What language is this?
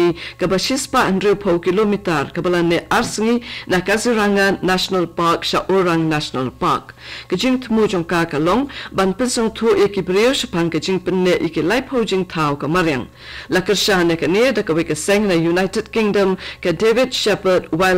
Khasi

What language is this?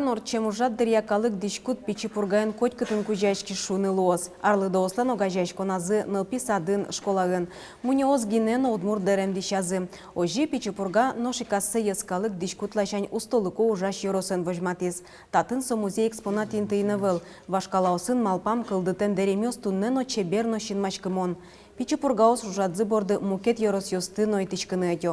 Udmurt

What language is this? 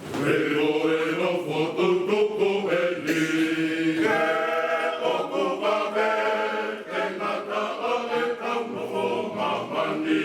Tongan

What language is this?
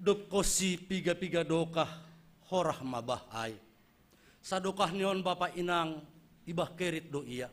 Batak Simalungun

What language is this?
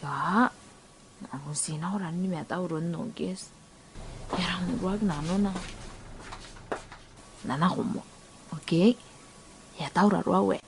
Gilbertese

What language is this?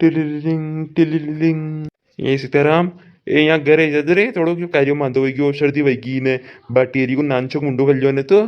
Rajasthani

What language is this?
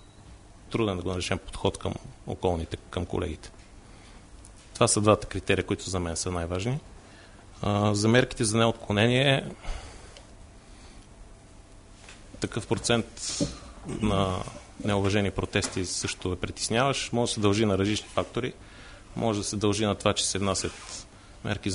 Bulgarian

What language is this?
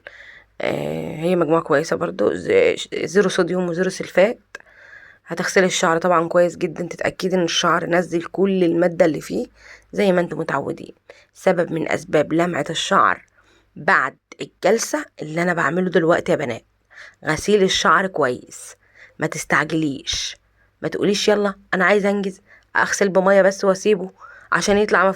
Egyptian Arabic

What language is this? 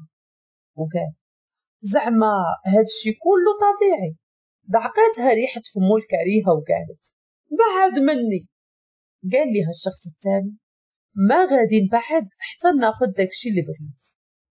Moroccan Arabic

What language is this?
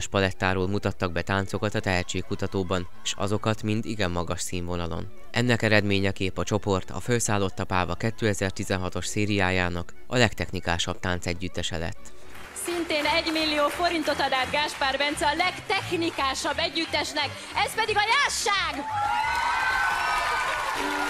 Hungarian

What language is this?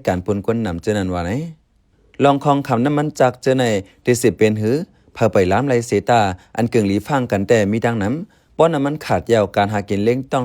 Shan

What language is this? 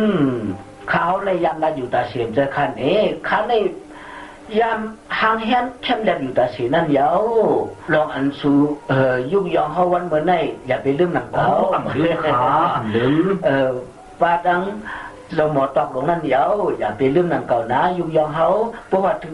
Shan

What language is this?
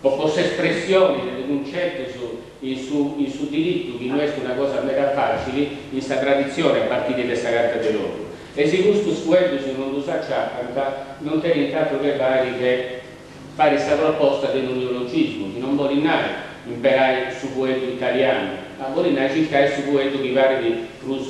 Sardinian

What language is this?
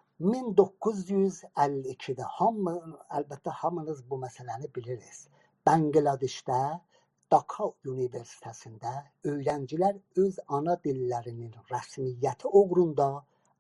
South Azerbaijani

